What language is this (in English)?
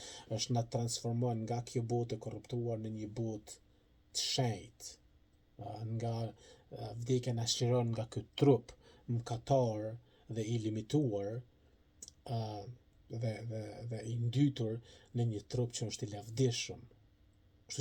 Albanian